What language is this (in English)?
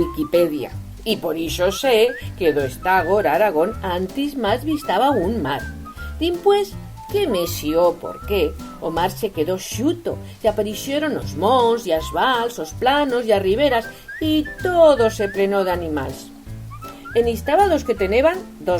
Aragonese